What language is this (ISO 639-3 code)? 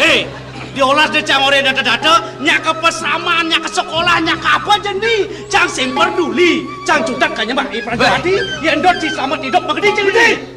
ban